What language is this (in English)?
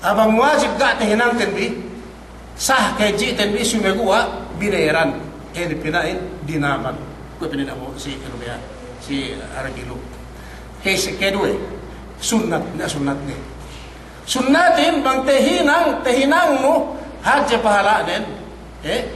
Yakan